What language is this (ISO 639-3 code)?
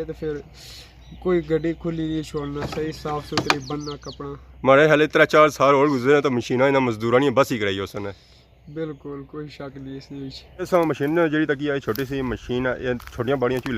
phr